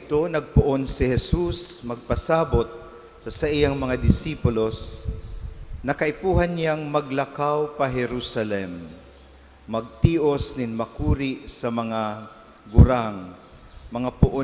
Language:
Bikol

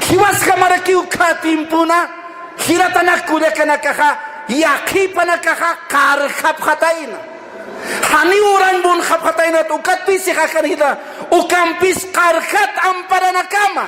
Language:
Aymara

